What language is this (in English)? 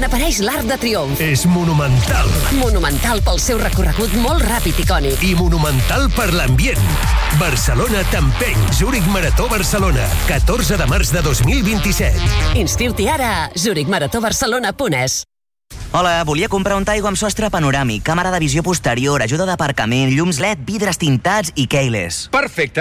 Catalan